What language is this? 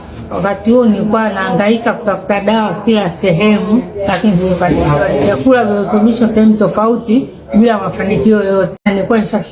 Swahili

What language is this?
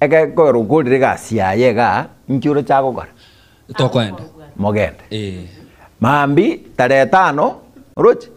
Gusii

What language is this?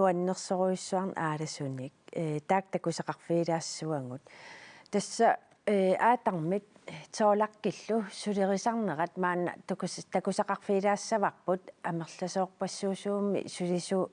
Kalaallisut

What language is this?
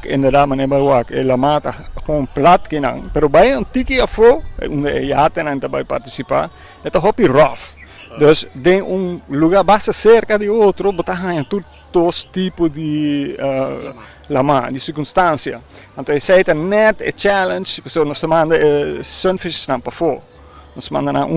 Papiamento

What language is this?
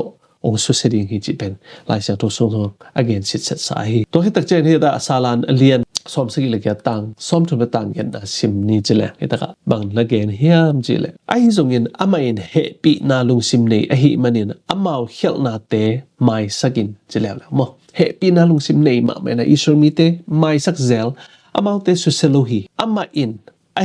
Tedim Chin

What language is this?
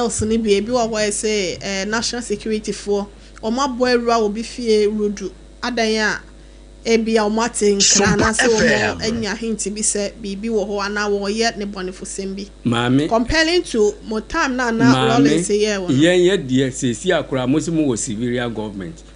Akan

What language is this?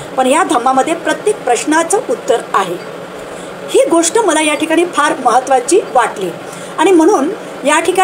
Marathi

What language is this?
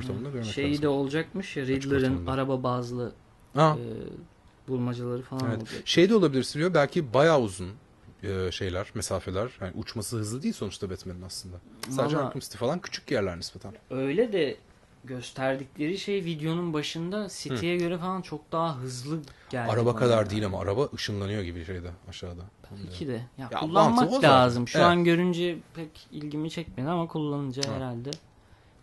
Turkish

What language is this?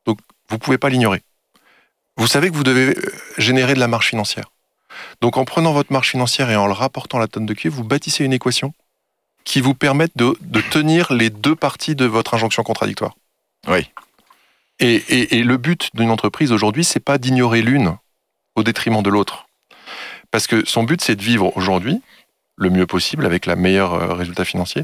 French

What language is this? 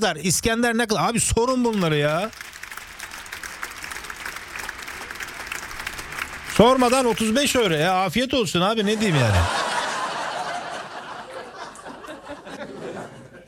Turkish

